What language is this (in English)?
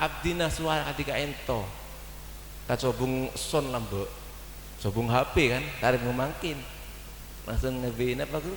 Madurese